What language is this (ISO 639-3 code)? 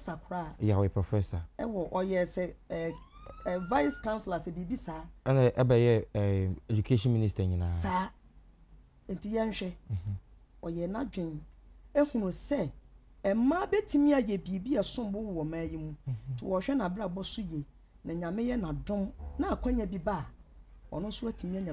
aka